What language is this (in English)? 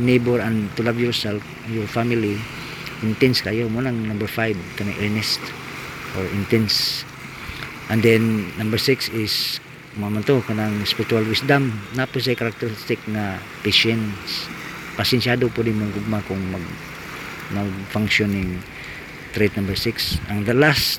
Cebuano